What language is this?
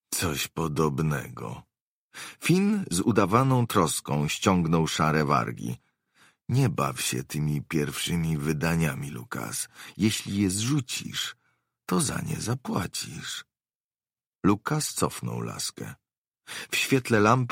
Polish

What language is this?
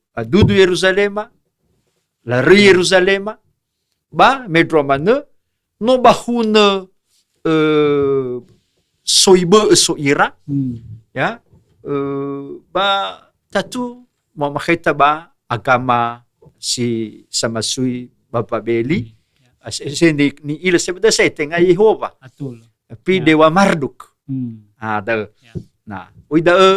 Nias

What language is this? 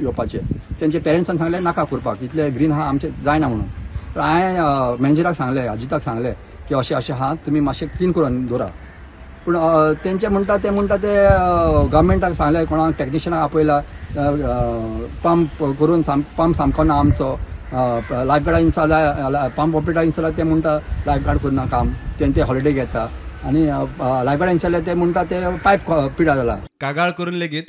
Konkani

